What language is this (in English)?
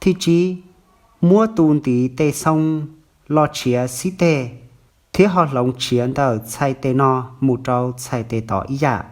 Hmong